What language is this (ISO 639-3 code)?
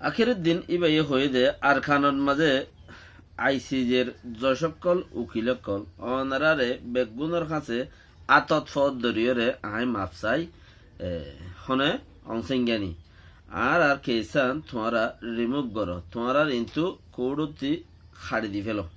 rhg